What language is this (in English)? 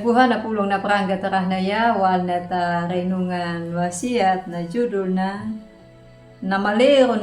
Anakalangu